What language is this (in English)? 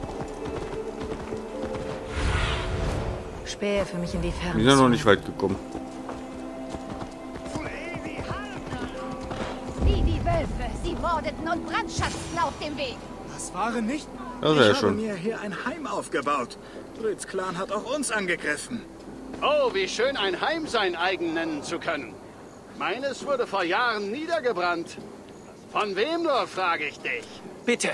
German